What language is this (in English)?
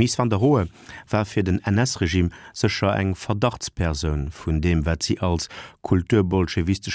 Luxembourgish